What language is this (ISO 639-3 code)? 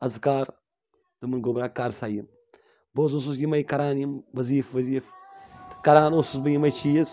kas